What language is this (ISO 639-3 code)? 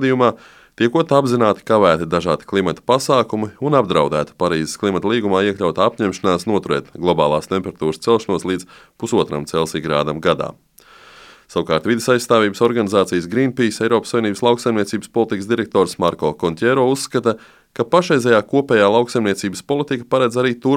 lav